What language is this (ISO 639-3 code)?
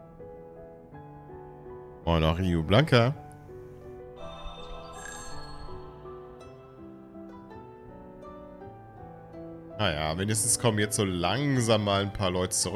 deu